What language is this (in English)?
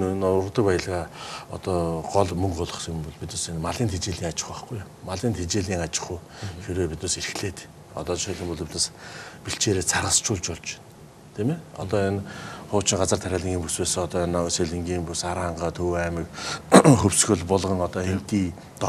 Mongolian